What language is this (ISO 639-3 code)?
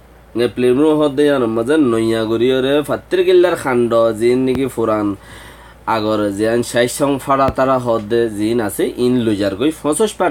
rhg